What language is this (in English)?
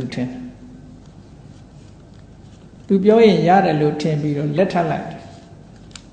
Burmese